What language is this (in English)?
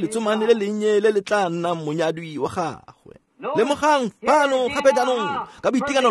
Tswana